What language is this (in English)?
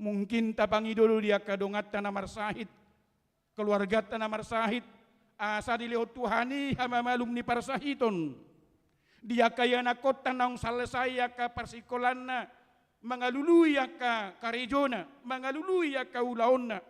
Batak Toba